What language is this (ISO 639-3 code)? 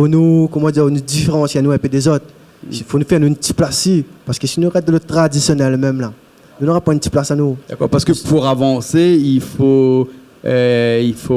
rcf